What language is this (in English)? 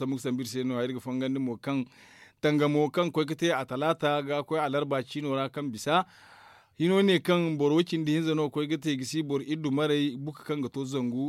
Zarma